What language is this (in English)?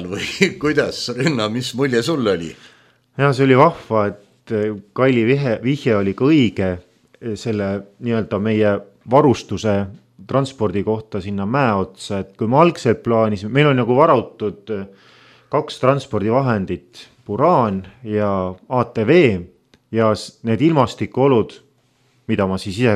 Estonian